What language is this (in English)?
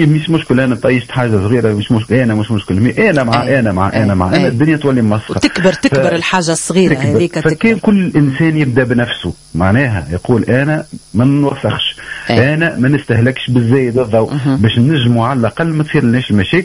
Tunisian Arabic